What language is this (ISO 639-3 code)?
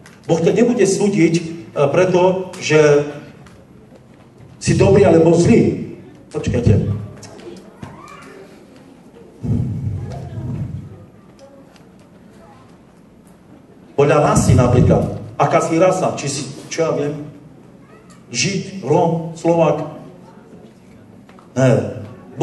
slk